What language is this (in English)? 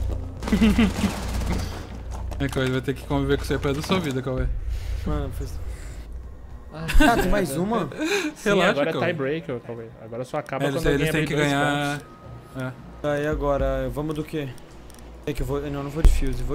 Portuguese